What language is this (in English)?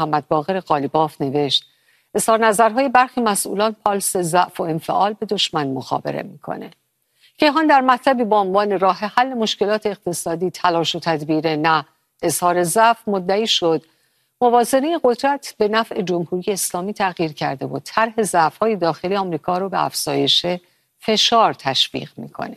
Persian